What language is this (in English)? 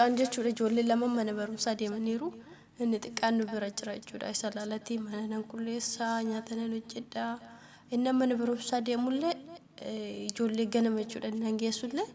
Oromo